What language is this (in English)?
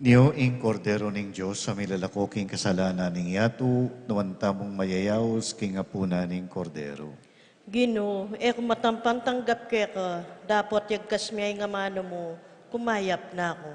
Pampanga